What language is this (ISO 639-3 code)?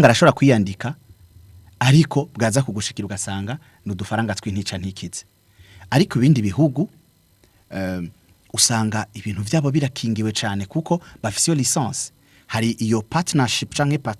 run